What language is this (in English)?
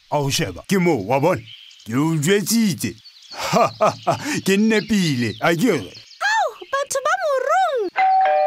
Southern Sotho